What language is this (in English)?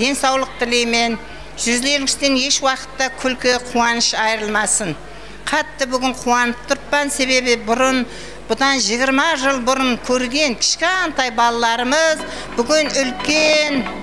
Kara-Kalpak